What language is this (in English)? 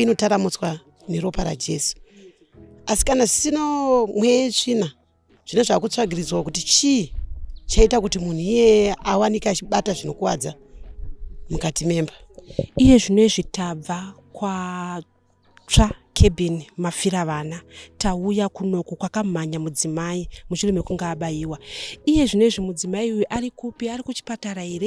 Shona